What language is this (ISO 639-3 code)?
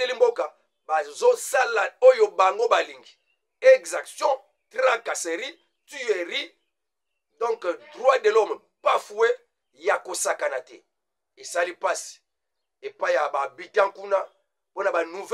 lin